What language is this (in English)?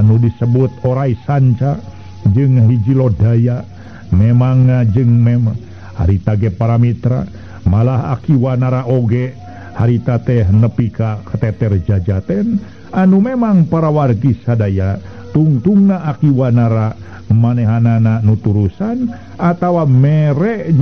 Sundanese